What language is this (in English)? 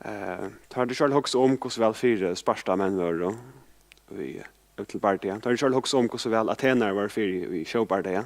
Faroese